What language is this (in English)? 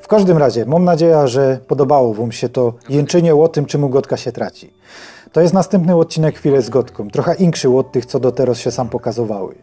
Silesian